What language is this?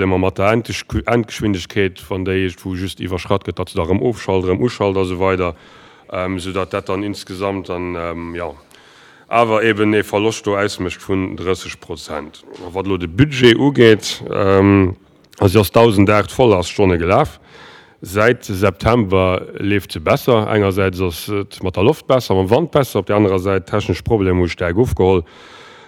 Luxembourgish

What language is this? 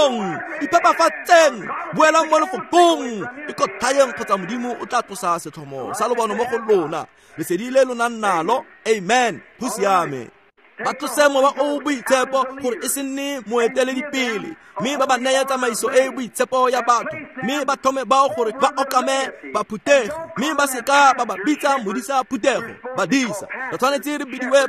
Tswana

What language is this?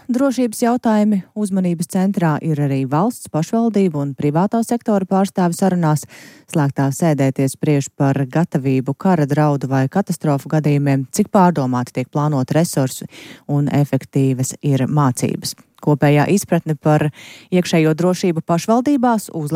Latvian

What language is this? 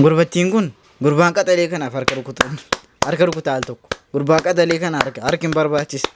Oromo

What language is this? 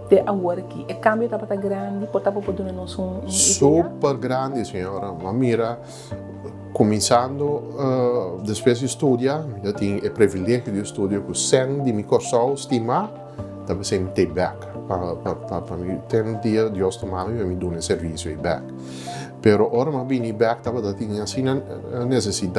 Papiamento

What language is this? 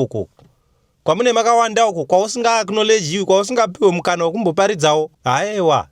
Shona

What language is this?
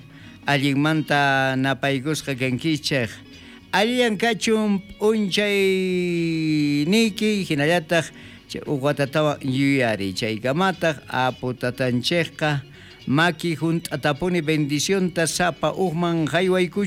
South Bolivian Quechua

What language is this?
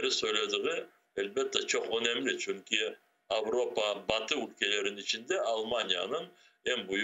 Crimean Tatar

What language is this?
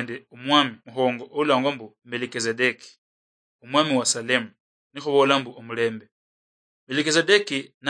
Luyia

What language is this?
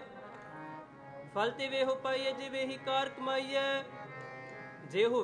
Punjabi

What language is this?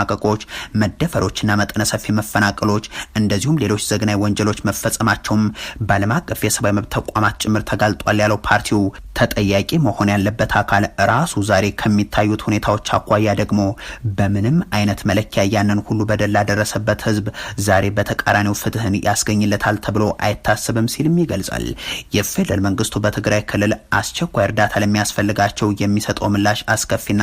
Amharic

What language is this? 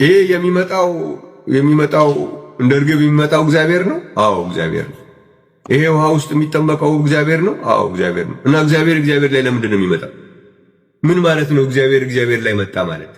Amharic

